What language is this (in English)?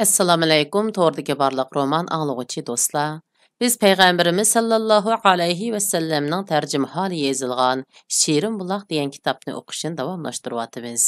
Uyghur